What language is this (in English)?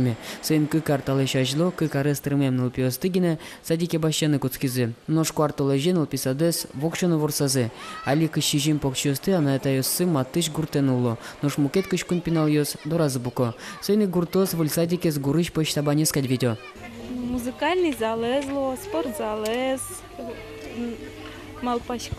Udmurt